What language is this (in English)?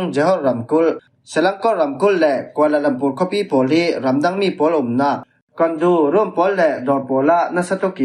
Falam Chin